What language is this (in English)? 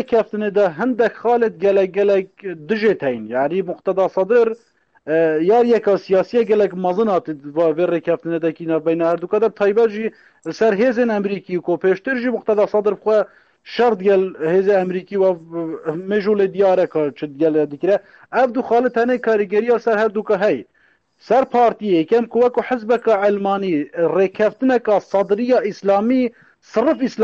Kurdish